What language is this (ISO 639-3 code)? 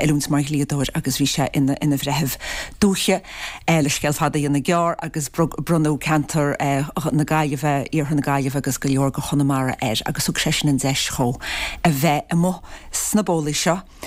gle